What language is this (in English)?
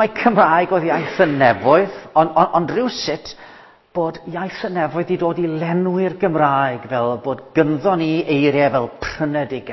Welsh